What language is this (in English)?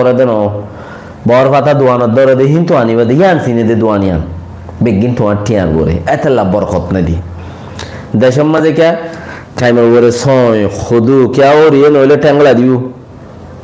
Rohingya